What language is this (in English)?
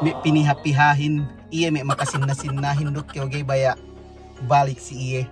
Yakan